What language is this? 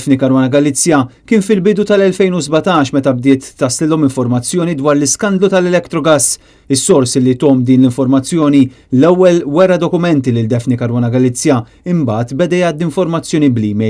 Maltese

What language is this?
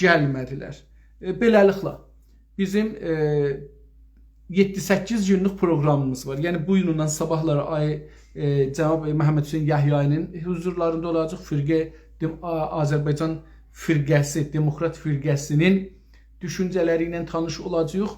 South Azerbaijani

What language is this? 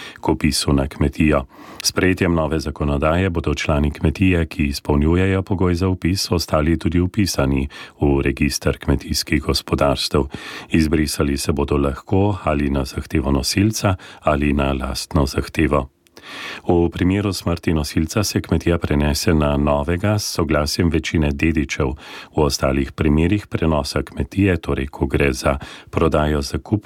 Slovenian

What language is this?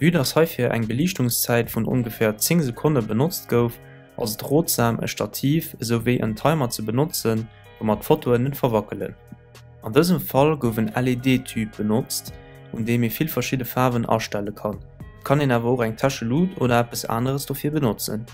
Luxembourgish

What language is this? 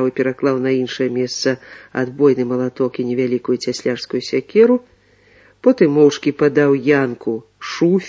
Belarusian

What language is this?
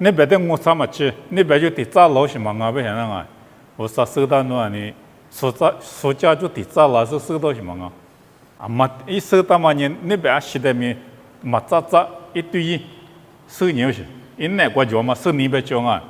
Lisu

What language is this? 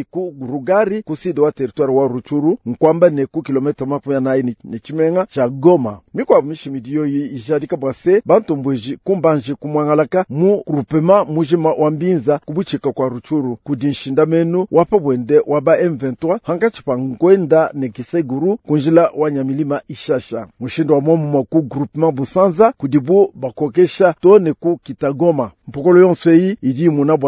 Luba-Lulua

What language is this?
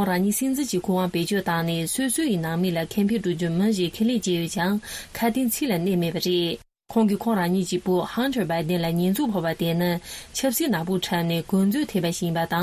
Tibetan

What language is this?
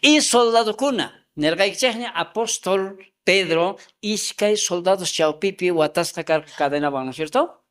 South Bolivian Quechua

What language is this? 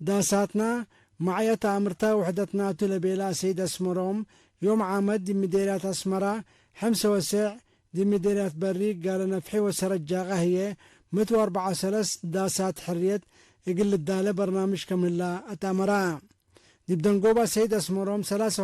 Tigre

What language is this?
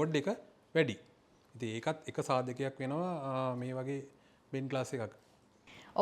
Sinhala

